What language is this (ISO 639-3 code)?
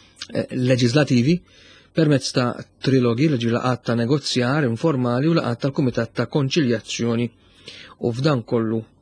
mlt